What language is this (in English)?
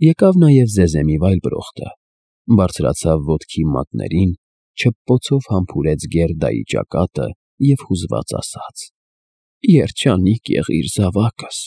Armenian